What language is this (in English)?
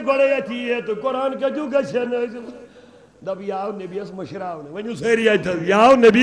Kashmiri